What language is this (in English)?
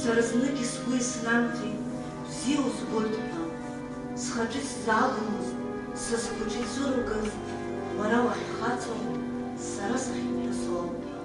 Abkhazian